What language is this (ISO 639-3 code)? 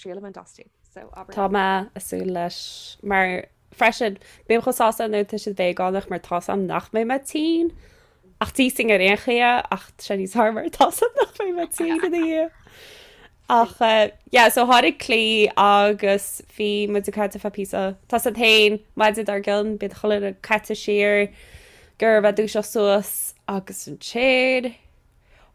gle